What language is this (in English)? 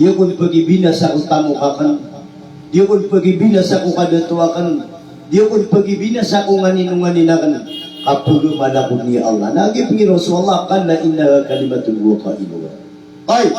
Maranao